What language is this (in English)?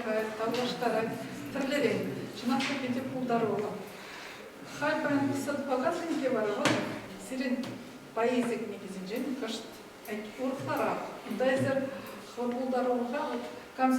Chuvash